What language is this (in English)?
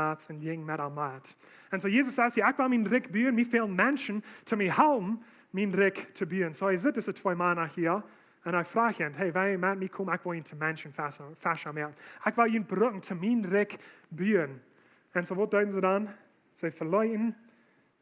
Plautdietsch